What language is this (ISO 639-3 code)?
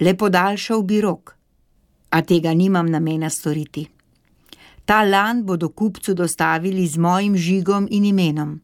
slv